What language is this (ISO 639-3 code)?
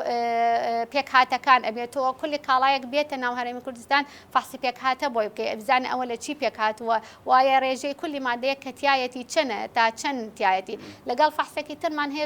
ckb